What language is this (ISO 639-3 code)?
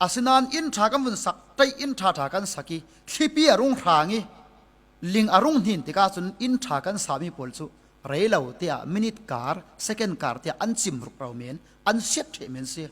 cfm